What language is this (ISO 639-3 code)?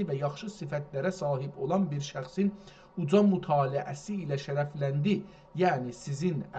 azb